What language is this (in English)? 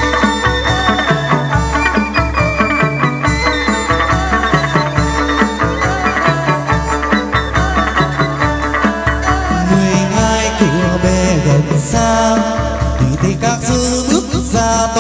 Vietnamese